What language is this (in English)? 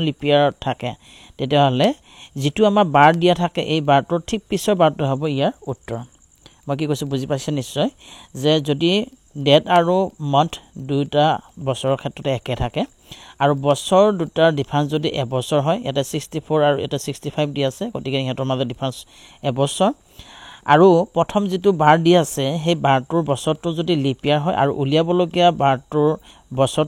Assamese